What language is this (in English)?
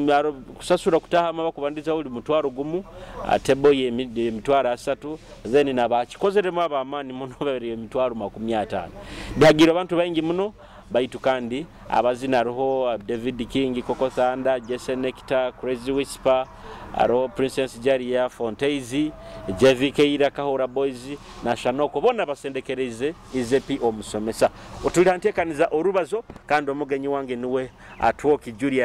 Nyoro